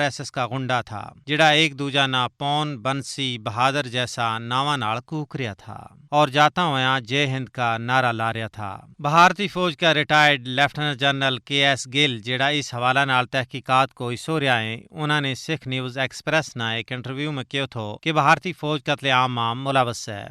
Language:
Gujari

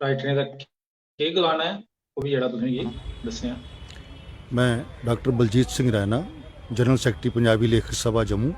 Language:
Dogri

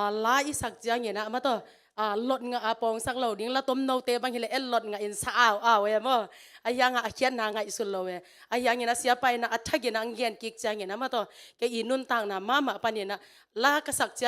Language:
Tedim Chin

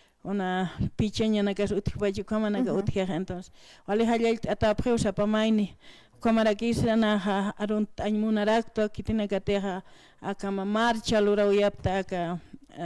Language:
Aymara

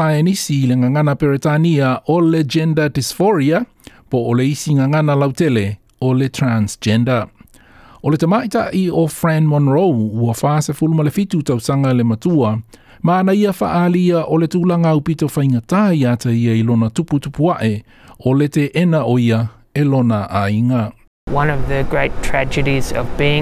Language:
Samoan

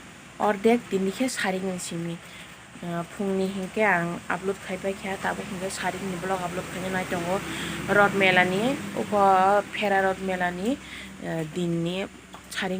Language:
Kok Borok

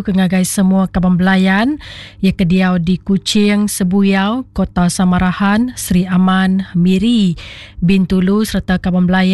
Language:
Iban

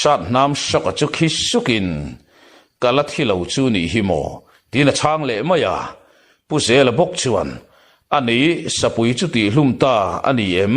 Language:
Mizo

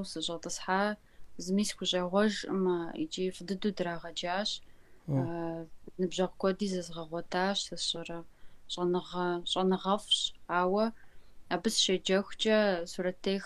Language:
Kabardian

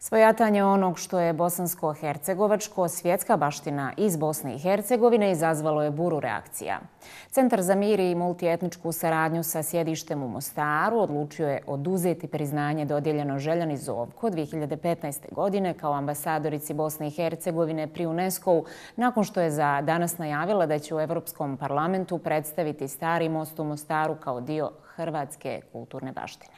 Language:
Bosnian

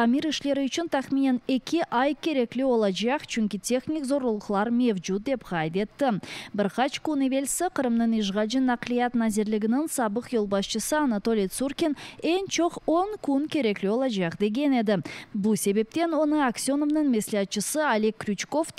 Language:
Crimean Tatar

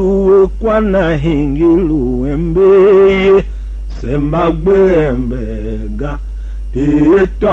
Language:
Tiv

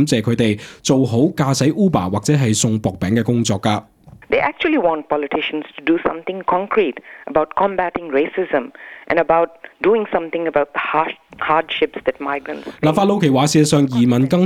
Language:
Cantonese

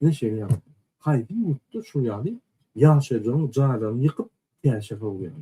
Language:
Turkmen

